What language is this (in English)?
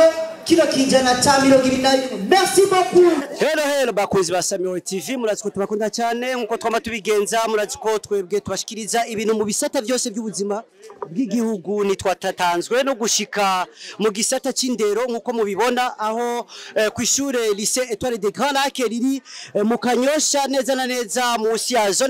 Rundi